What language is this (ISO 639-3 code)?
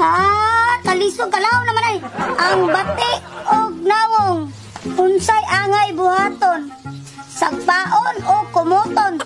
ceb